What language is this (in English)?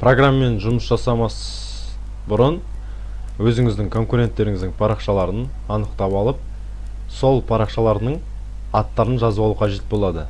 Kazakh